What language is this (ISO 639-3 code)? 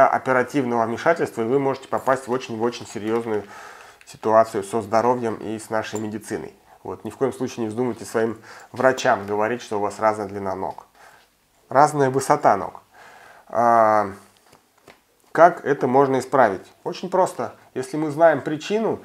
rus